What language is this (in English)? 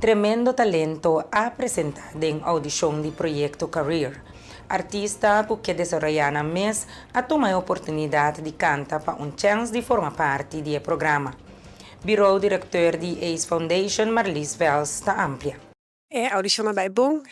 Papiamento